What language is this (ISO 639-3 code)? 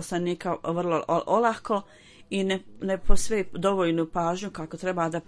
bos